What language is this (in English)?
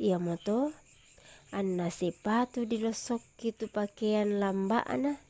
Toraja-Sa'dan